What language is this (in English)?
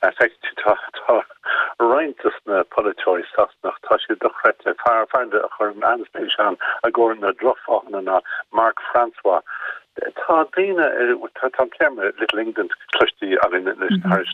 Irish